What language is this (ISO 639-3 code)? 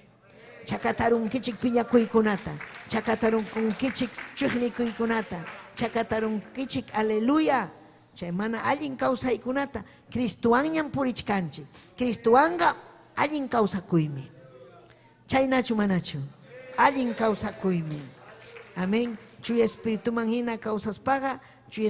quy